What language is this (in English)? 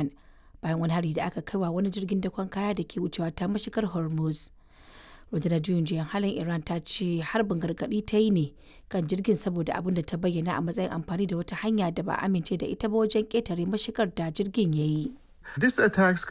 Hausa